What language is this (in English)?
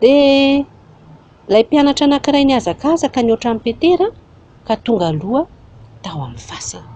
Malagasy